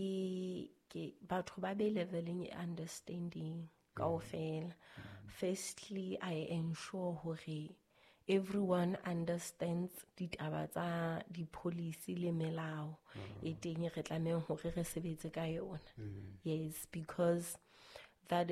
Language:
Southern Sotho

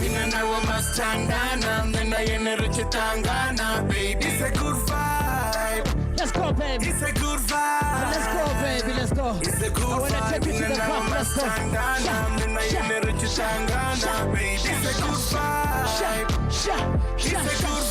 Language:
Venda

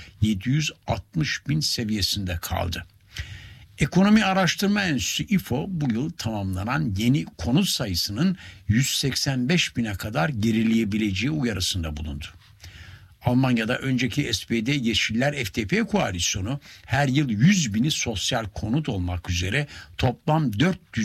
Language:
Turkish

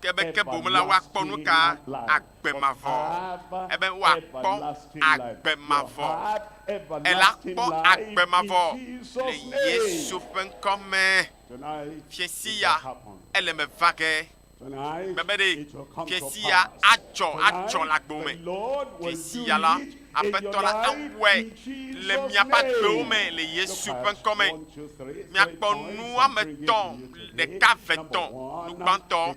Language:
Ewe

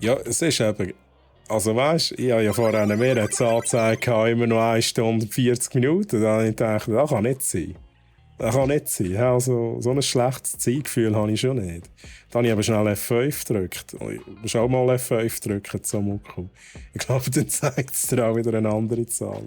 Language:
Swiss German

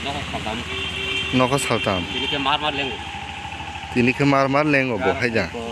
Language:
Kok Borok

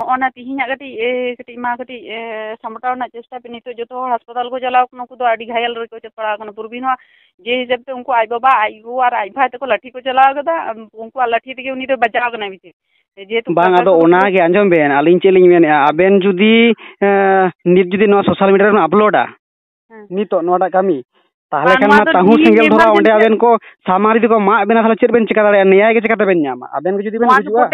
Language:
Santali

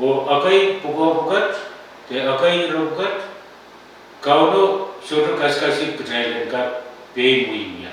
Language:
Pohnpeian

